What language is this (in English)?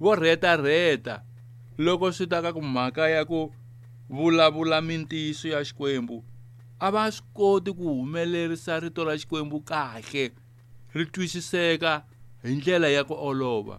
Tsonga